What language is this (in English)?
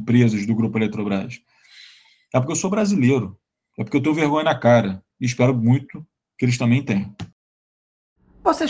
Portuguese